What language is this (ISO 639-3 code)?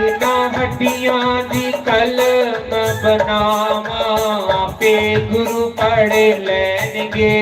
doi